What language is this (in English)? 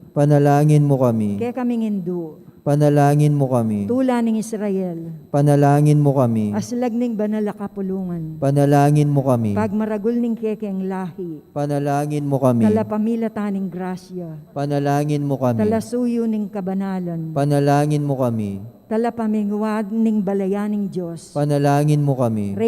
Pampanga